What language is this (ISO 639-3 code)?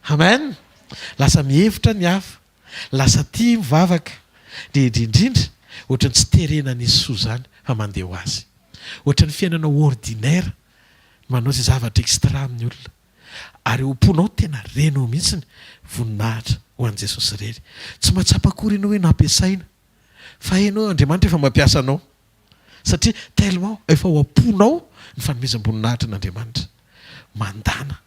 mlg